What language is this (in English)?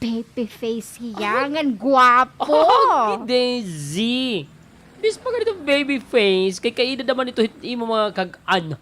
Waray